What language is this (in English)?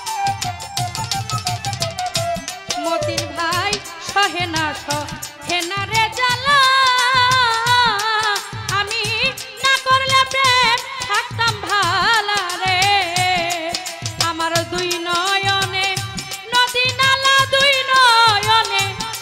Bangla